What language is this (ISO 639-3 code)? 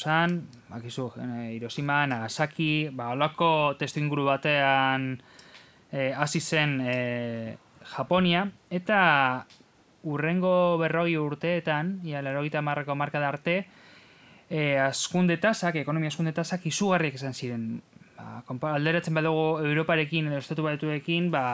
eus